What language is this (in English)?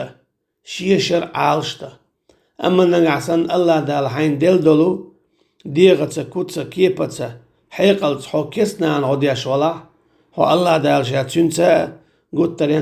Chechen